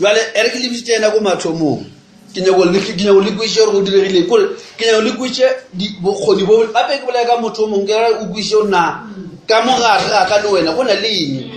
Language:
Northern Sotho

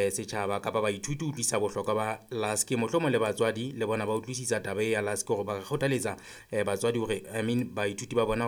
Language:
Southern Sotho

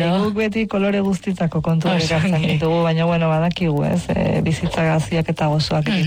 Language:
Basque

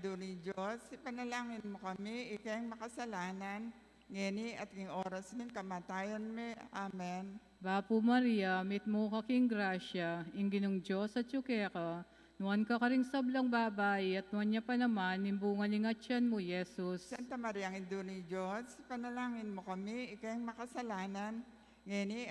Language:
Pampanga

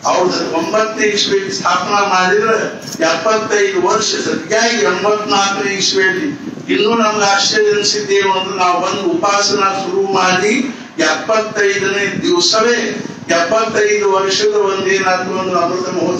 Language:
Kannada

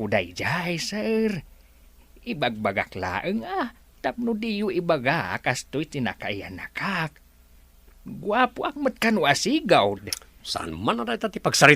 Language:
Iloko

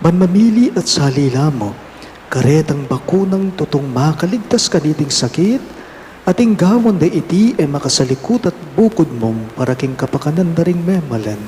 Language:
Pampanga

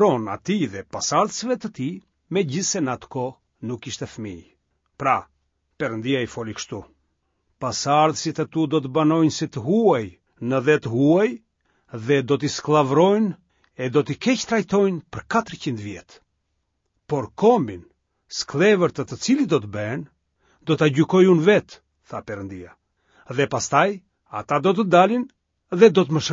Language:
Albanian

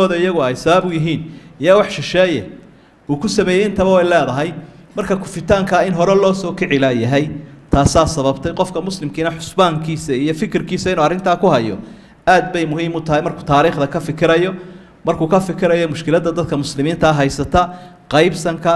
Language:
Somali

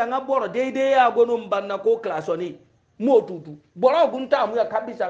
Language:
Hausa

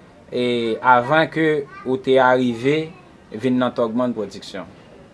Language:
Haitian Creole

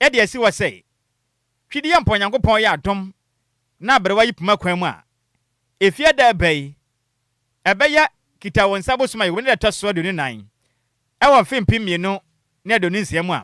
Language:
Akan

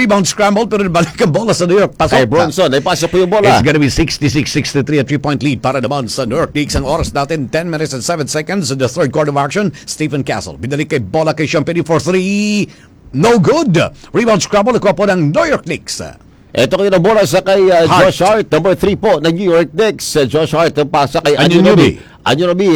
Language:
Filipino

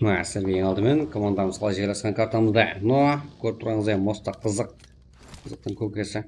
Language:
Kara-Kalpak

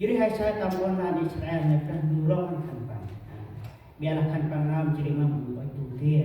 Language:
Central Mnong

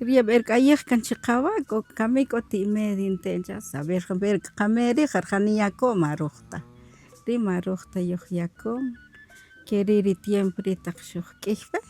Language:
Kaqchikel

